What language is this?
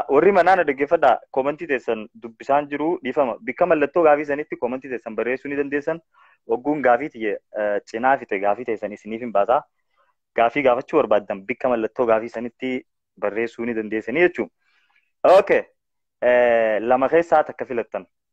Oromo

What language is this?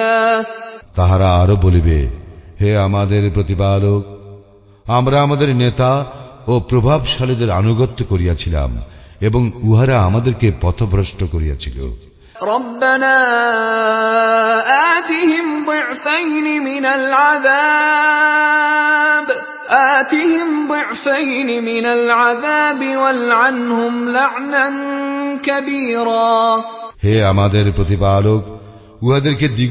Bangla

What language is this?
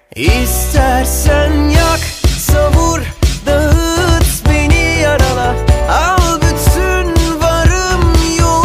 Turkish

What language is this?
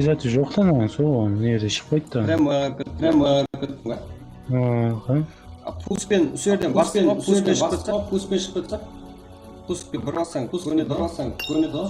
Kara-Kalpak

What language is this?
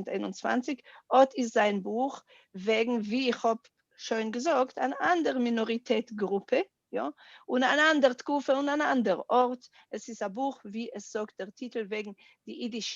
Yiddish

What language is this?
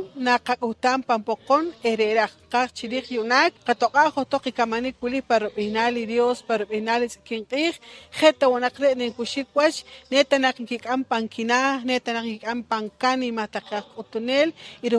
Poqomchi'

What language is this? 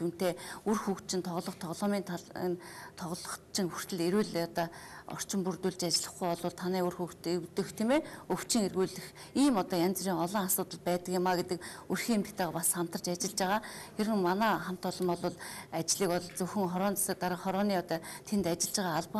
Mongolian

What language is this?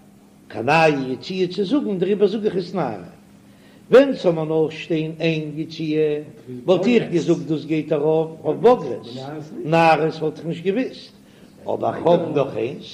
Yiddish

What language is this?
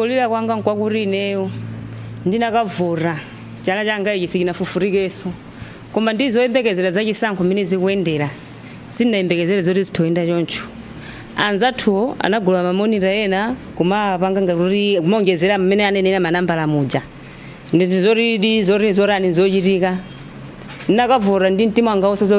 Nyanja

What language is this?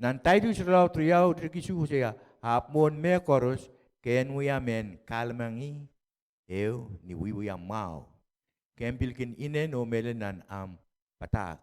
Pohnpeian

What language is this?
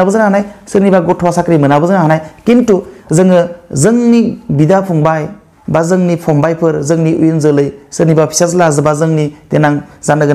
Bodo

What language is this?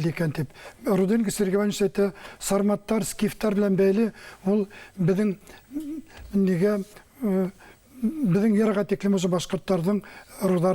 Bashkir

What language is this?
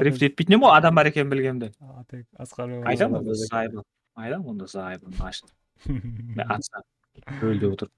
Kara-Kalpak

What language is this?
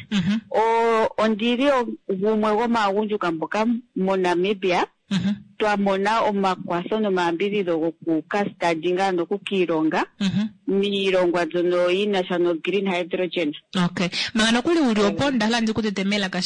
Kuanyama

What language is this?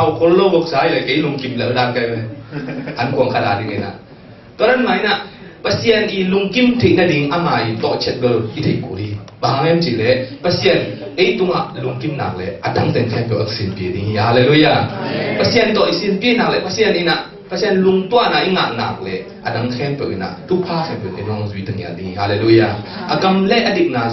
Tedim Chin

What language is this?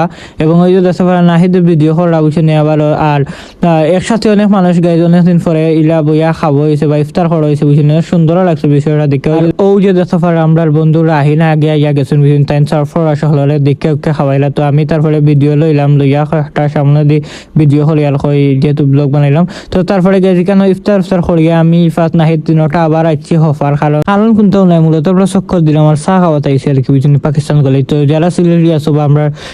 Sylheti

